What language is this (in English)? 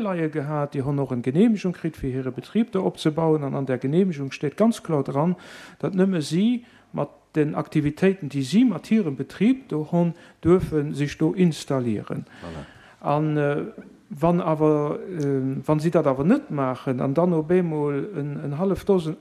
Luxembourgish